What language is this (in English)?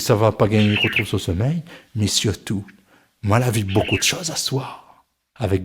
Réunion Creole French